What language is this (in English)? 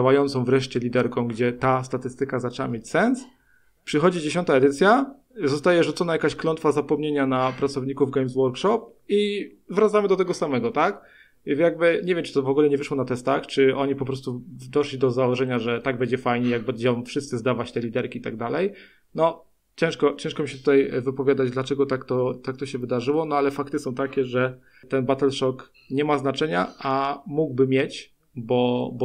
Polish